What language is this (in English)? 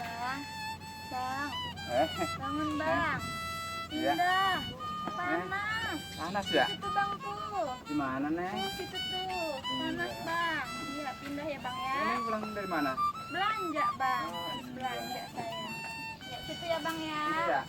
Betawi